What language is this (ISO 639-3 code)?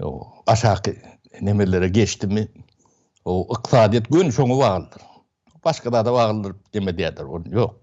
tuk